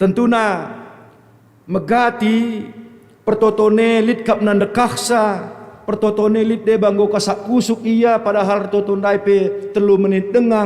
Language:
Batak Karo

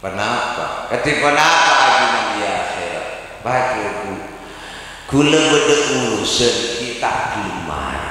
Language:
Madurese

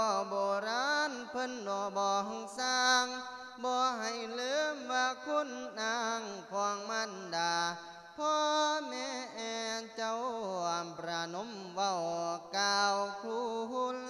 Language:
Lao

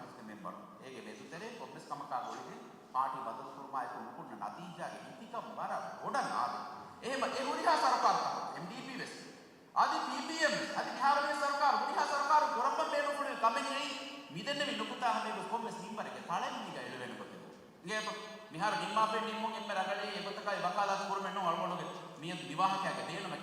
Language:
Divehi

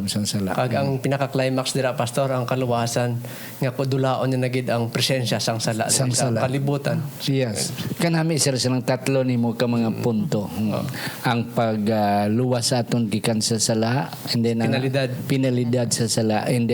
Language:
Hiligaynon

